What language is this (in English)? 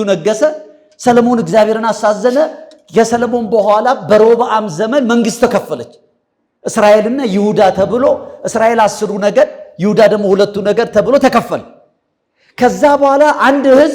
Amharic